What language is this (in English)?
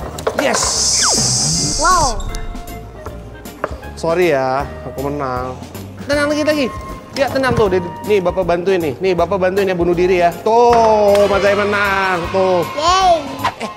Indonesian